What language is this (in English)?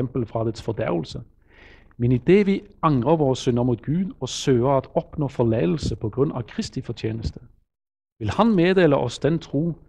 Norwegian